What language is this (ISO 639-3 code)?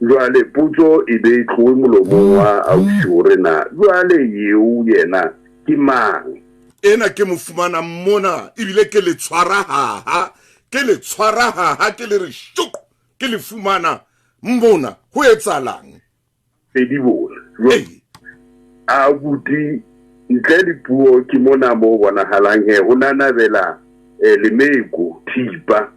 sot